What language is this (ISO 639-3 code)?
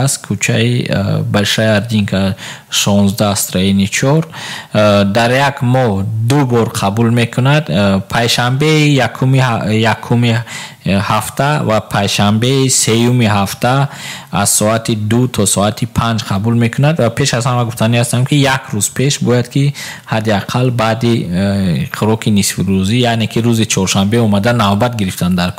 tgk